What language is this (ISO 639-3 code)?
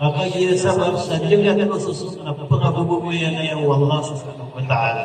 mrw